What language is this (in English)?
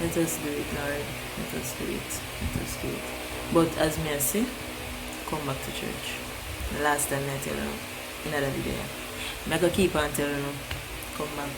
Jamaican Creole English